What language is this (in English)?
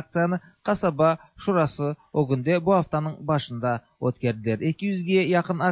Tatar